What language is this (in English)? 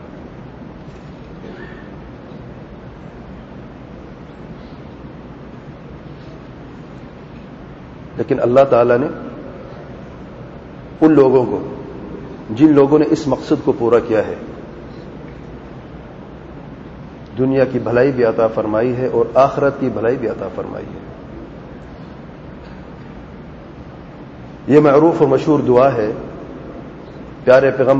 Urdu